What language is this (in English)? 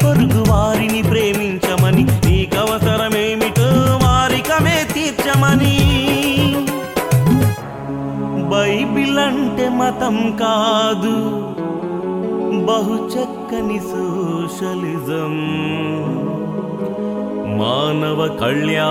Telugu